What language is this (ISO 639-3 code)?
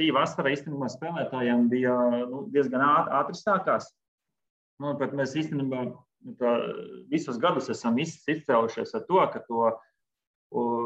lav